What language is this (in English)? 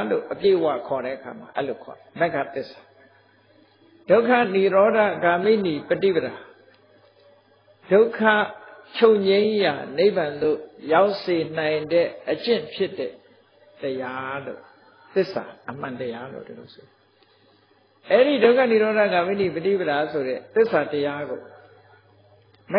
Burmese